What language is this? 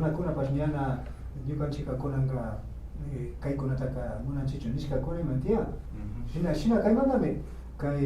Imbabura Highland Quichua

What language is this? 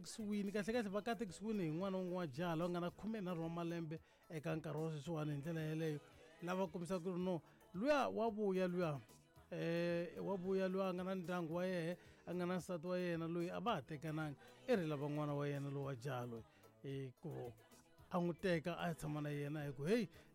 Tsonga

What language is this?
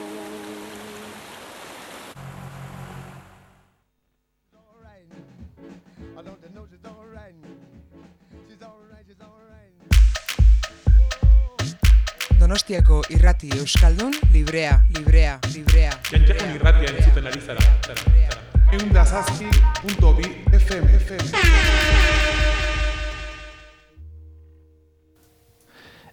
Basque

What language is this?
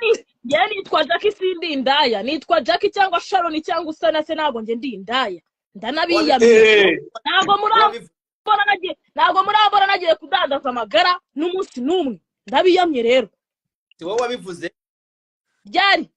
Kinyarwanda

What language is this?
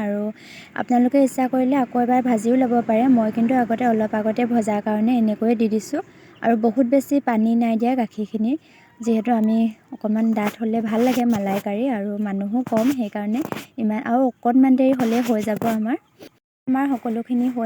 Assamese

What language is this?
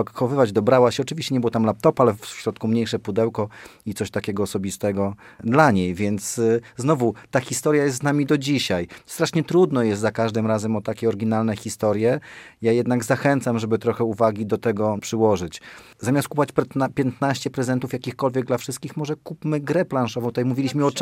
Polish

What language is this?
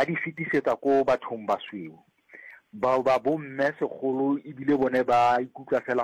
Northern Sotho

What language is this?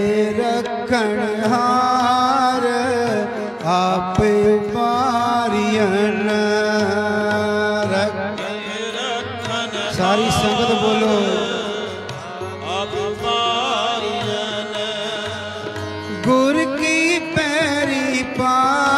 Punjabi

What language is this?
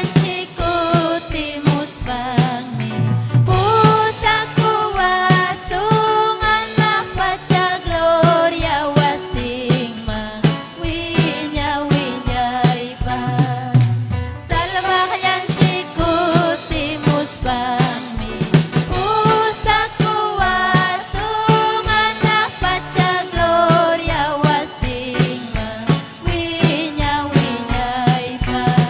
Ayacucho Quechua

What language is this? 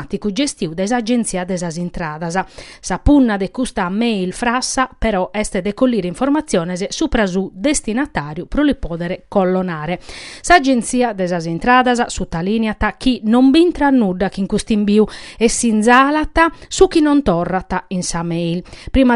Sardinian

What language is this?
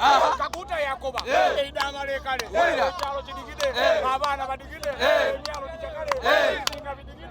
Soga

